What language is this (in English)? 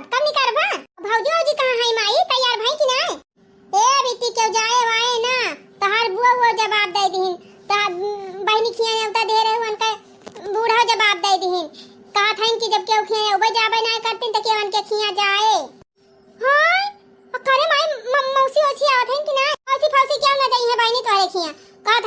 Awadhi